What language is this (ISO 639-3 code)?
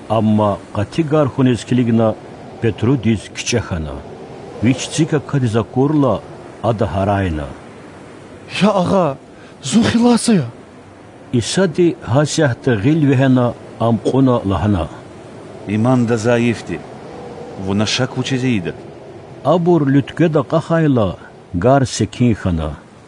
lez